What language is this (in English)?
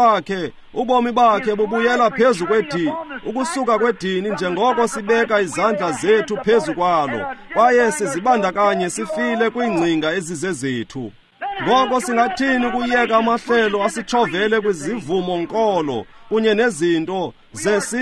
Xhosa